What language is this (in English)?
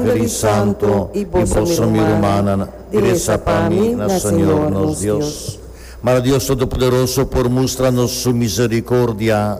Papiamento